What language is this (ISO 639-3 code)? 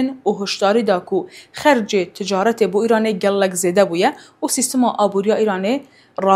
kur